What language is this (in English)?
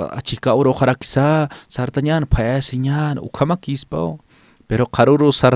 Aymara